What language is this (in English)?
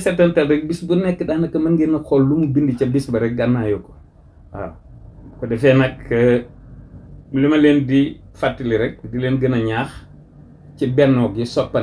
Wolof